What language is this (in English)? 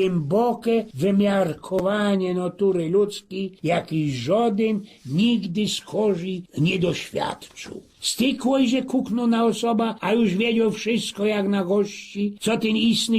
Silesian